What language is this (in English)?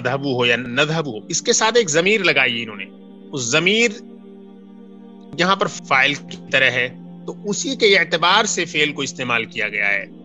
Urdu